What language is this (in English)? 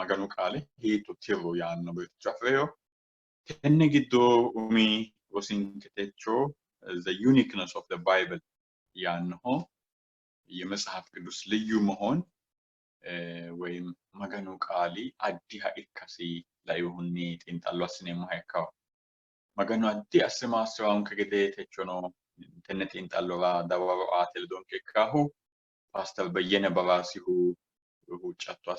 Sidamo